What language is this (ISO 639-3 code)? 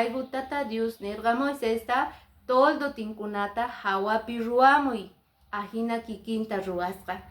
que